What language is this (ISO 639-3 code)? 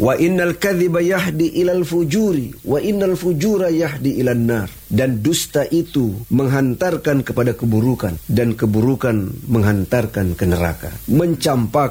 ind